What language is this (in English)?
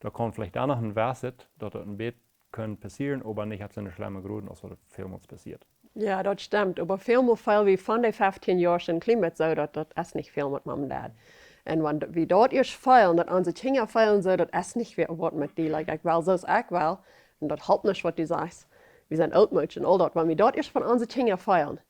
Plautdietsch